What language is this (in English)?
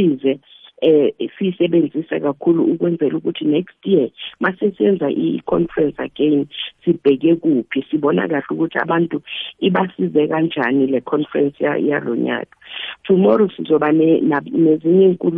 South Ndebele